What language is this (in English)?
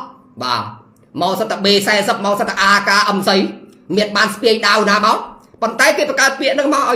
Khmer